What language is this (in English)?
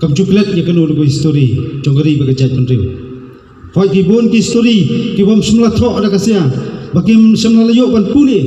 Khasi